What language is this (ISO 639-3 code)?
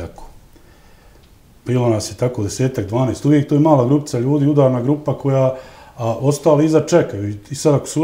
bos